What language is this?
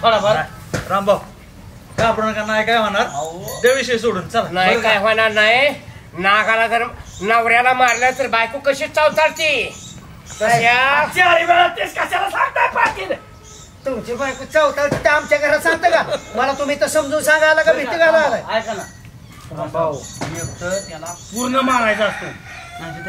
Marathi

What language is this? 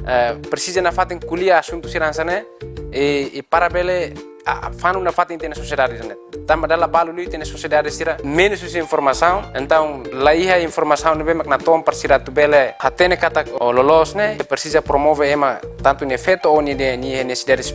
Tetum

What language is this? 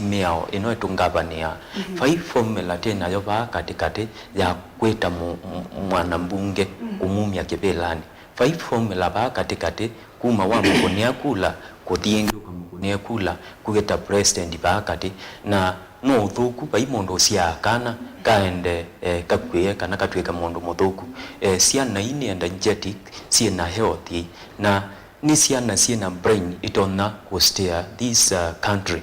Kamba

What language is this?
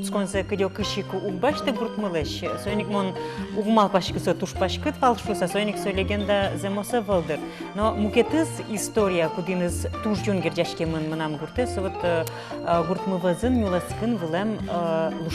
Udmurt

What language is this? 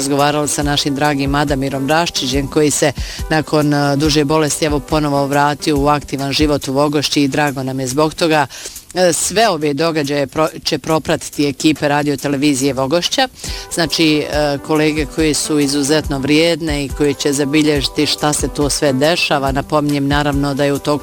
Bosnian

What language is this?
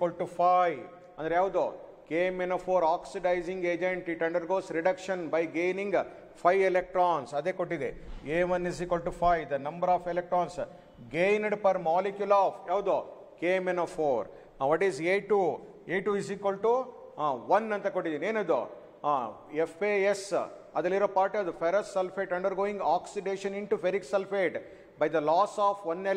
Kannada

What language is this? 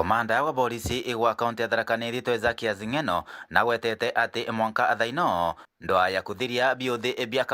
Meru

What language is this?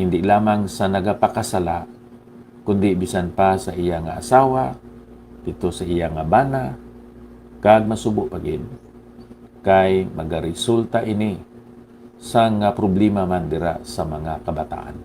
Hiligaynon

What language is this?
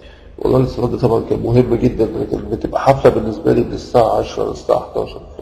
Egyptian Arabic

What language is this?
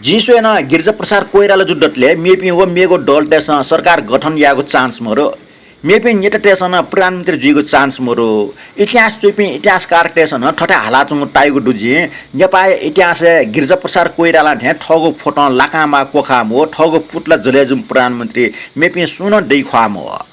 Newari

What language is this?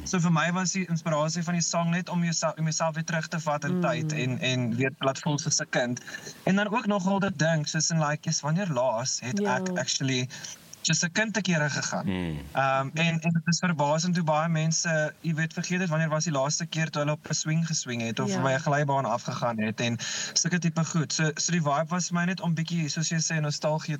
Afrikaans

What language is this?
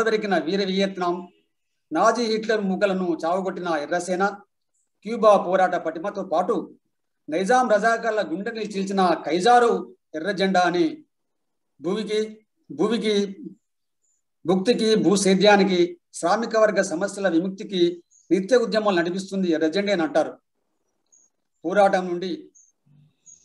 Telugu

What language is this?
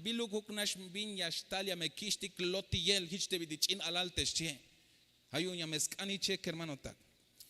Tzeltal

